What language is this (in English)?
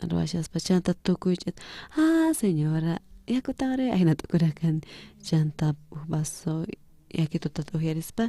South Bolivian Quechua